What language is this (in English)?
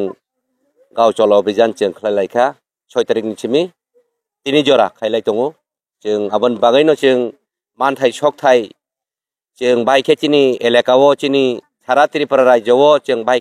Kok Borok